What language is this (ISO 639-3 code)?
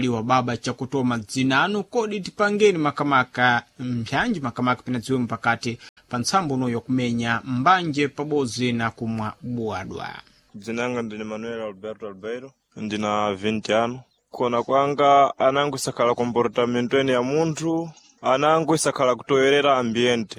seh